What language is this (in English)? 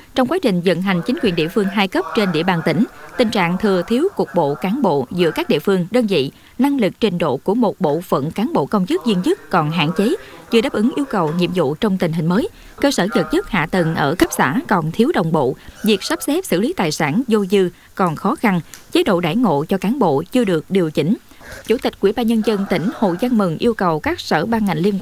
Vietnamese